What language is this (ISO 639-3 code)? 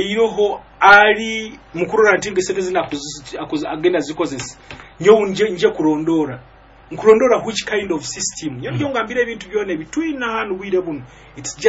nyo